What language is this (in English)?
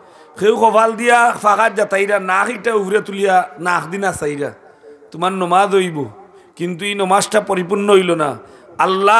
Sylheti